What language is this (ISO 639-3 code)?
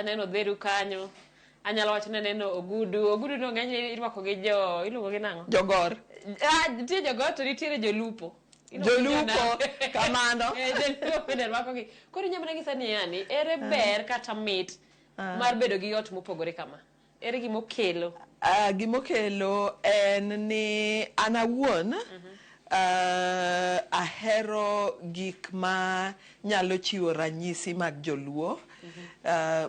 luo